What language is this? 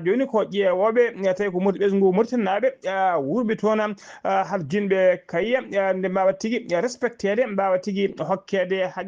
Fula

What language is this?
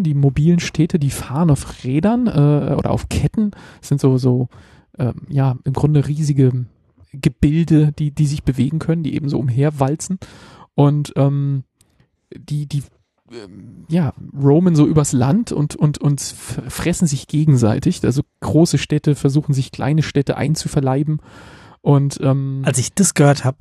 German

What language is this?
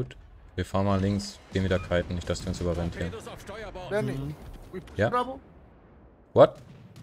German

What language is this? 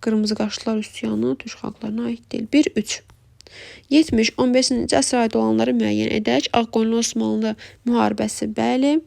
Azerbaijani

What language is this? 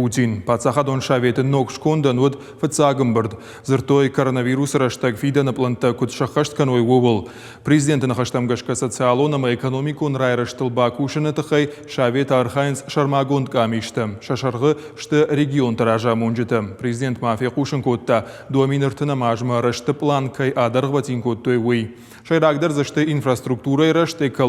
Ossetic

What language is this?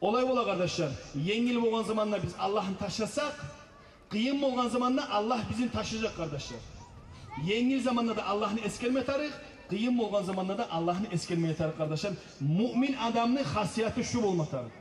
Kumyk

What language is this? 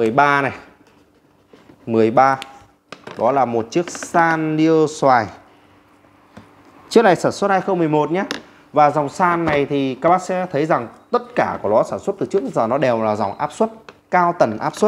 Vietnamese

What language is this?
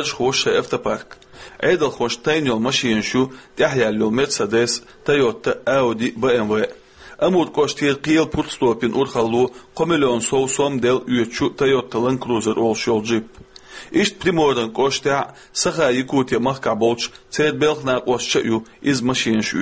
Chechen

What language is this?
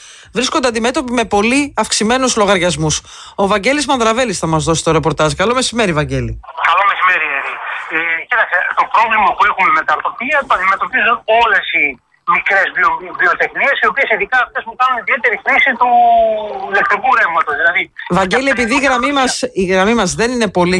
Greek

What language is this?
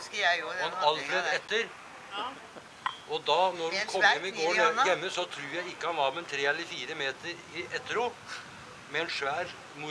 Norwegian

